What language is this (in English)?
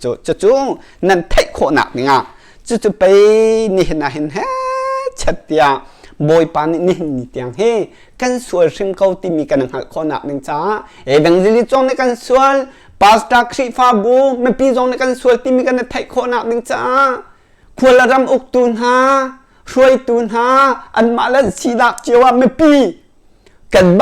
Hakha Chin